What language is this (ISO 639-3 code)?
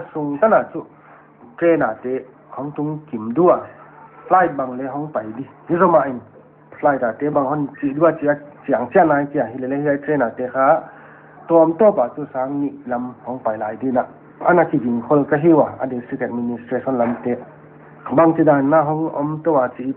pck